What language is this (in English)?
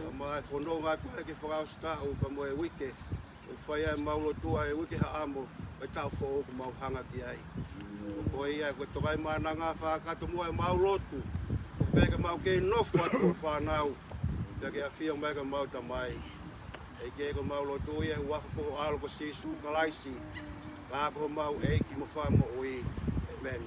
Tongan